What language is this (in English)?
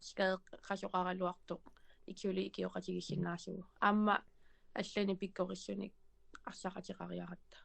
Kalaallisut